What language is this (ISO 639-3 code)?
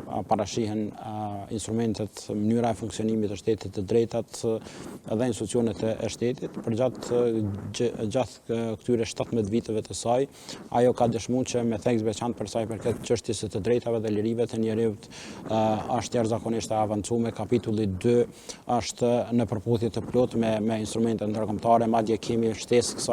sqi